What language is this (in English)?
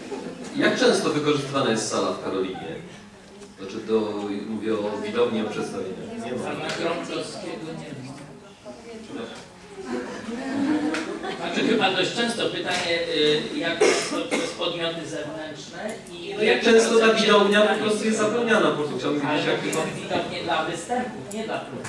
Polish